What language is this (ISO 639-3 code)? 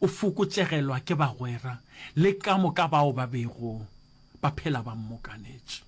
nso